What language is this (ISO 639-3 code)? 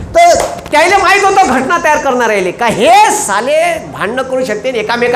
mar